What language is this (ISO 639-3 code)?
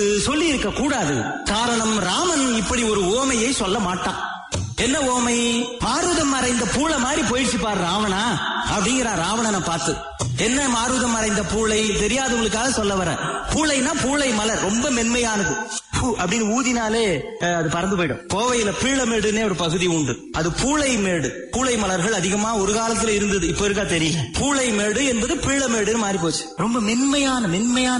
tam